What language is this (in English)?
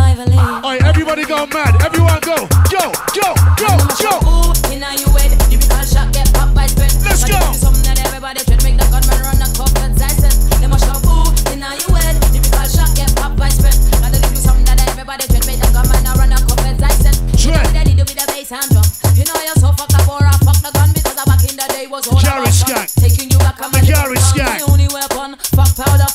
English